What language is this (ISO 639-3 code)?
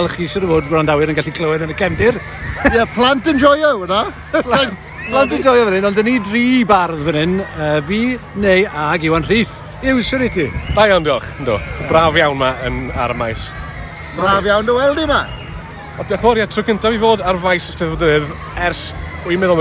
cym